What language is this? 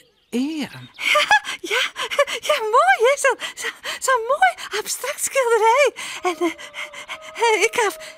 Western Frisian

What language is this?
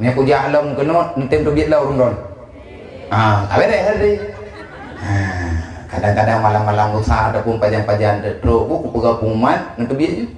Achinese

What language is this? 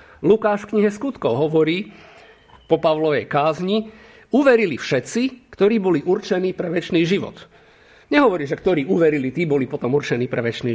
Slovak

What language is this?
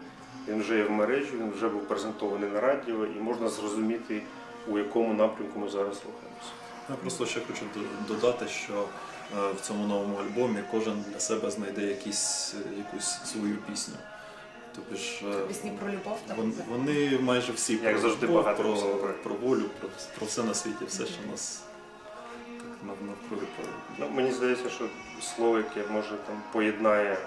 Ukrainian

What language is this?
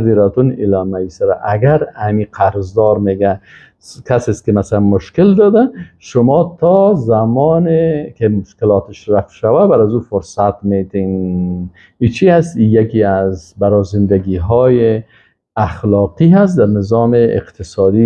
Persian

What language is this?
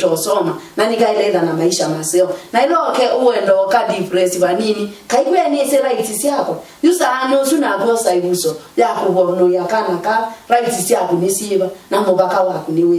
Kamba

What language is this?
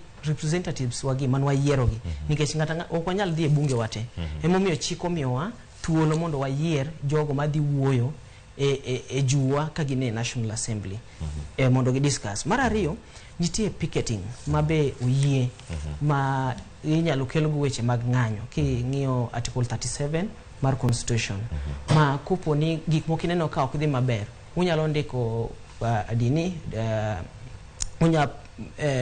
Luo (Kenya and Tanzania)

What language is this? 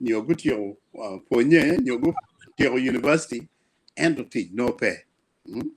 Acoli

